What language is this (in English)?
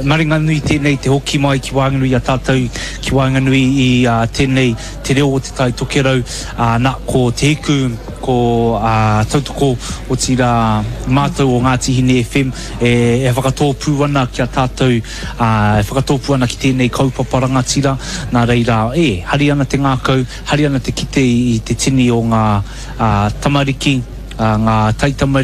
Māori